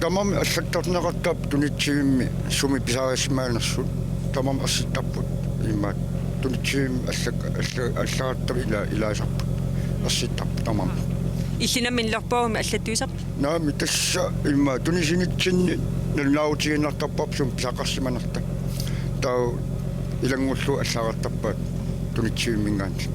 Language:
Kalaallisut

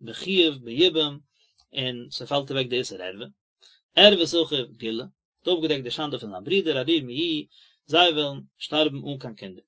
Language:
Yiddish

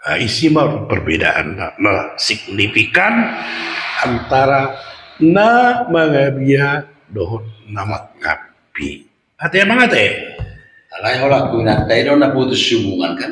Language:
Batak Toba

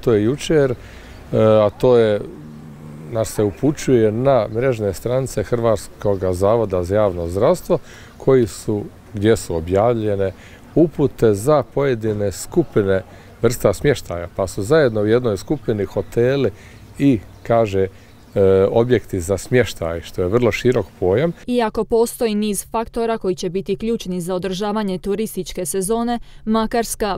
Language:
Croatian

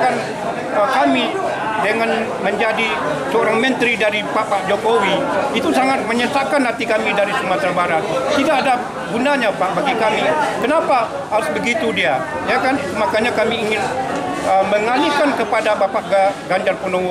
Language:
Indonesian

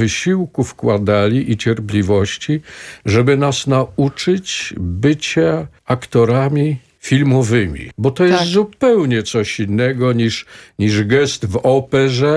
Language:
Polish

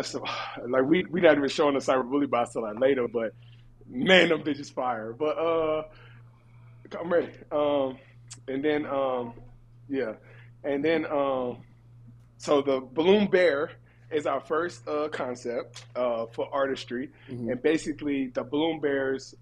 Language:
English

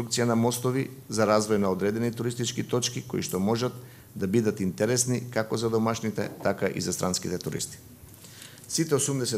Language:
Macedonian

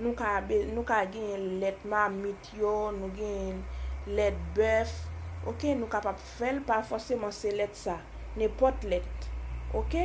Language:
Haitian Creole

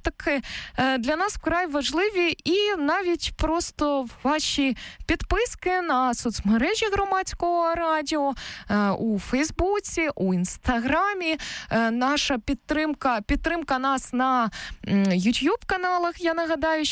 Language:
Ukrainian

